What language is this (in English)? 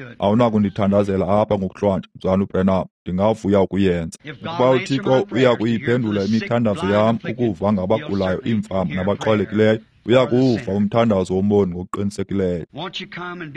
Xhosa